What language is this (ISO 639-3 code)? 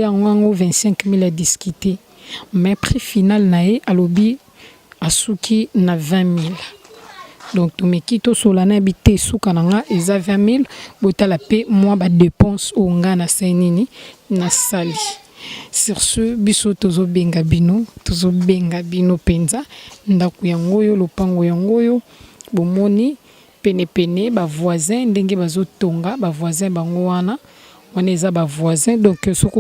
lin